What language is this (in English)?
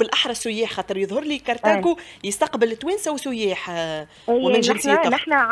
Tunisian Arabic